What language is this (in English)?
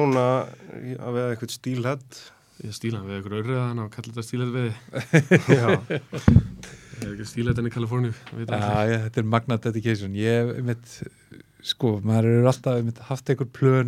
Icelandic